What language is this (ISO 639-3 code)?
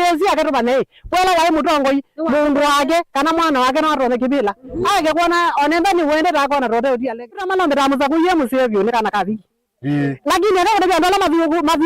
kam